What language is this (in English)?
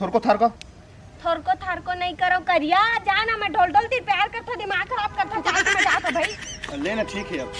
Chhattisgarhi